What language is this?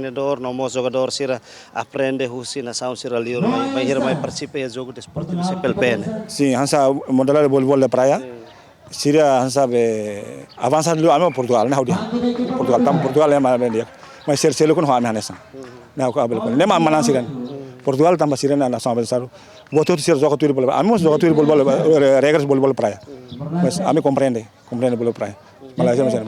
Tetum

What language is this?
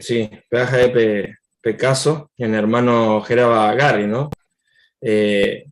Guarani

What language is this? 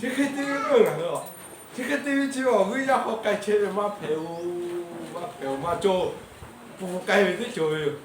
Lahu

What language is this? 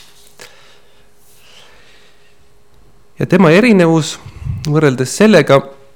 Estonian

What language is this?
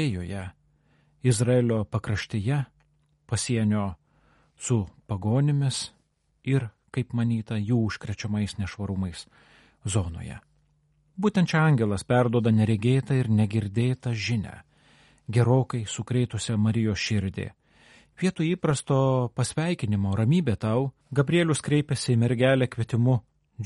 Lithuanian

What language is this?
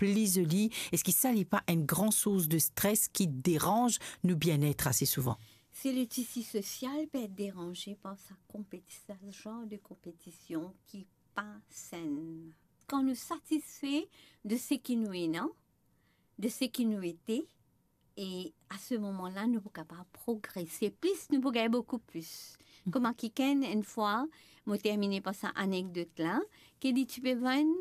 Morisyen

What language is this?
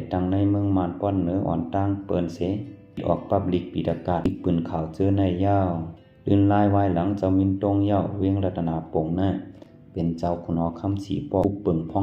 Shan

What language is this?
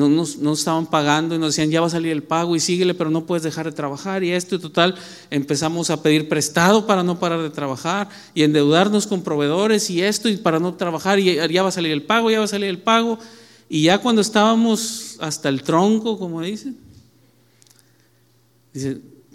Spanish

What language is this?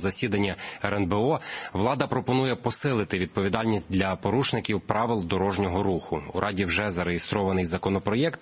Ukrainian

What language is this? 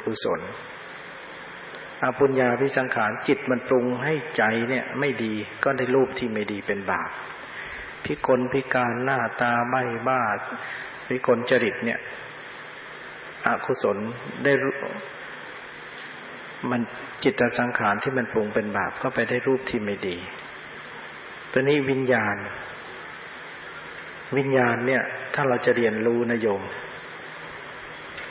Thai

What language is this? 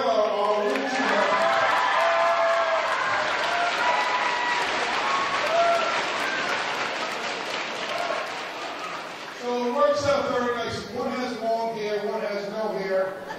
English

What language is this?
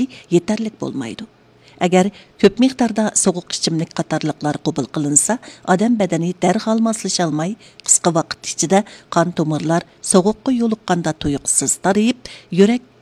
Uyghur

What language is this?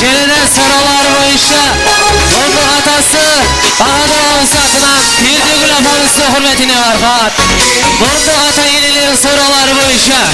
Kara-Kalpak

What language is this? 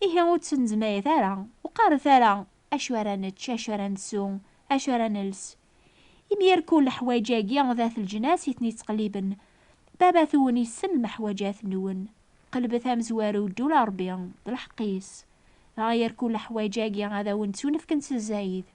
Kabyle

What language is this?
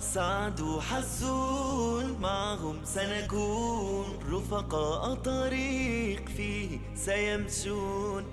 Ingush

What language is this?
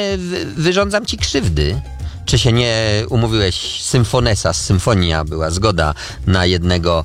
Polish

